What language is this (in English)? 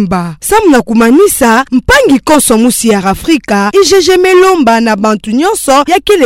Kituba (Democratic Republic of Congo)